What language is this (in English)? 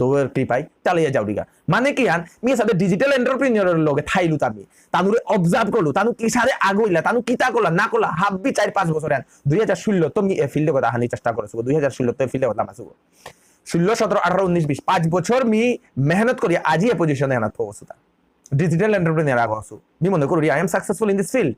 Bishnupriya